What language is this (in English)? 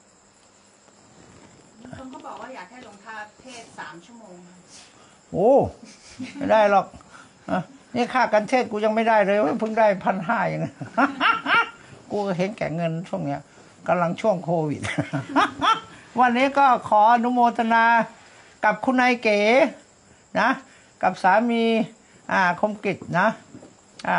Thai